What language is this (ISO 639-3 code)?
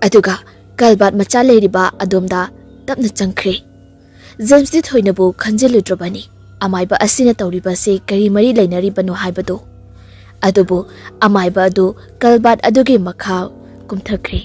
mni